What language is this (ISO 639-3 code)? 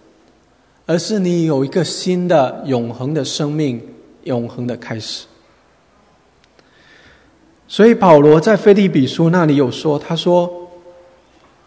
zho